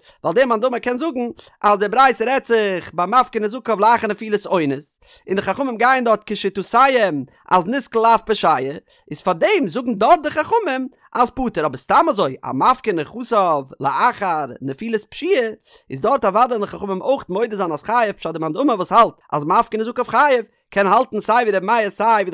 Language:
Yiddish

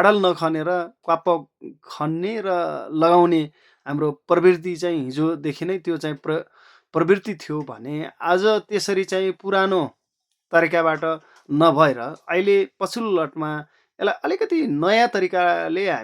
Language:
Nepali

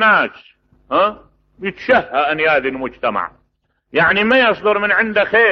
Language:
Mesopotamian Arabic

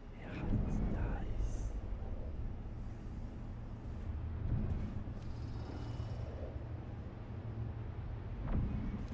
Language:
English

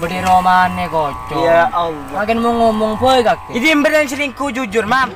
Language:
Madurese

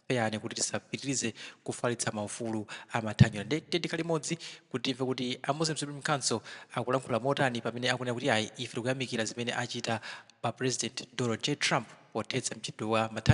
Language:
Nyanja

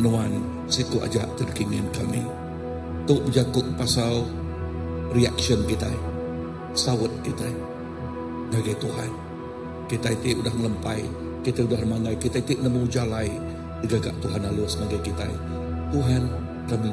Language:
Iban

